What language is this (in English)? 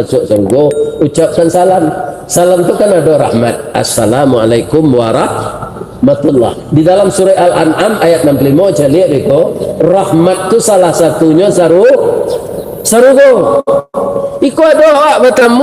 Minangkabau